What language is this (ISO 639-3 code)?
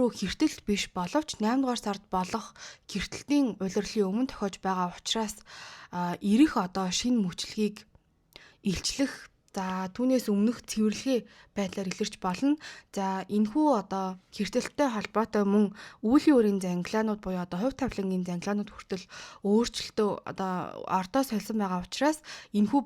mon